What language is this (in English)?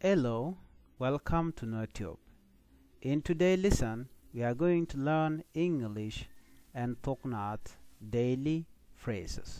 Nuer